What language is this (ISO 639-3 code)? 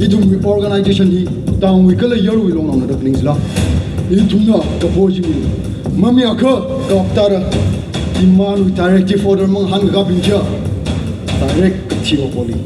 nmf